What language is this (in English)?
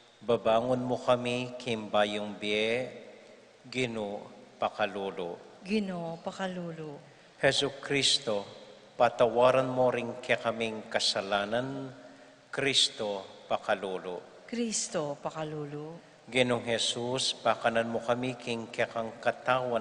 Pampanga